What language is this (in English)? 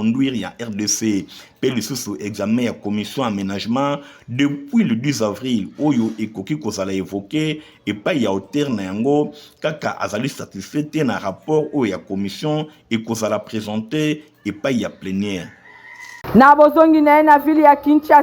Lingala